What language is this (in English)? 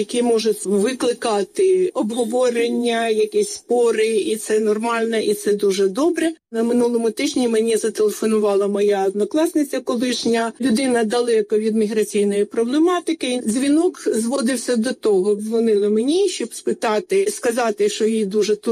Ukrainian